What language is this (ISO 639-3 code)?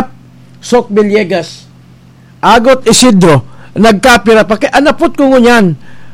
bik